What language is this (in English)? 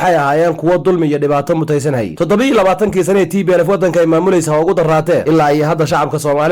Somali